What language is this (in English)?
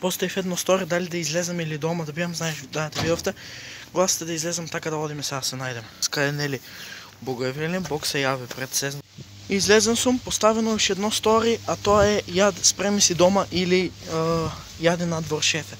Macedonian